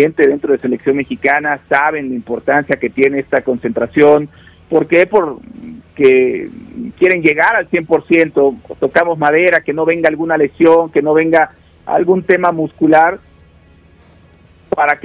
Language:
Spanish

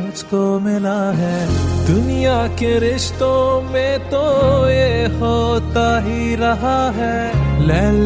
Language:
Hindi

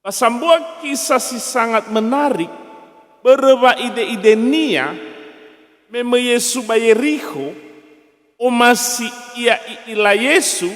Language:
Nias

